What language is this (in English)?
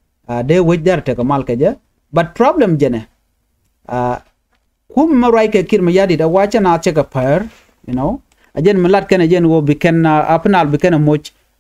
Nuer